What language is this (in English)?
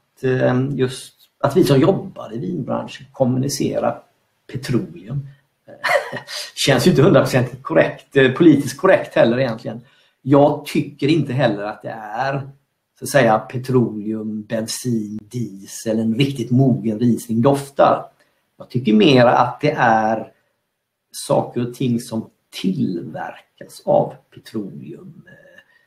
Swedish